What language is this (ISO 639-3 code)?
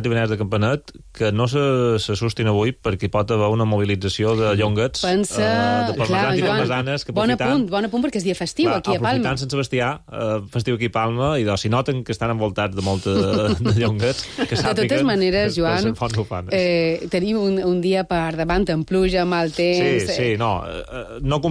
cat